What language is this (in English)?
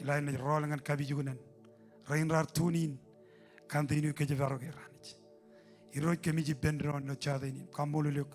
Marshallese